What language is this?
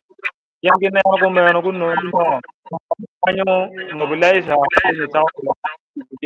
Acoli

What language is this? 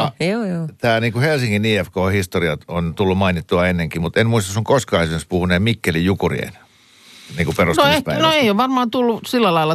Finnish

